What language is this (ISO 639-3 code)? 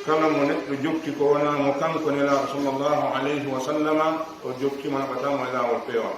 fuf